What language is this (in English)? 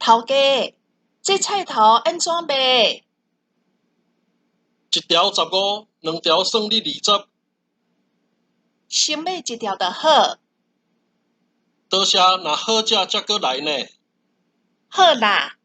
Min Nan Chinese